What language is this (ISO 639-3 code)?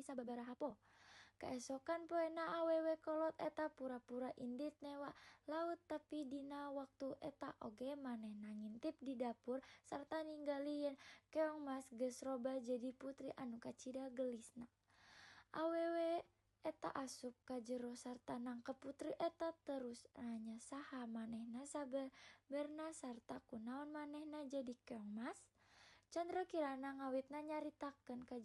sun